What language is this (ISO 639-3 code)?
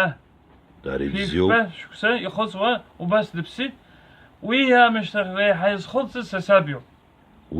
abk